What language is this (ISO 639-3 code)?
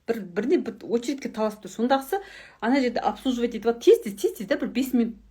kaz